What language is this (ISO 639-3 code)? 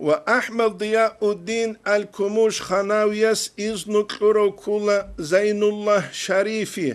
ava